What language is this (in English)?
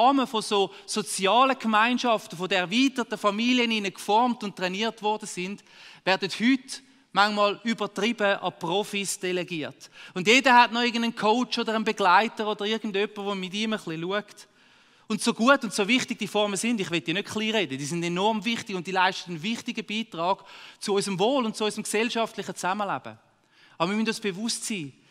Swiss German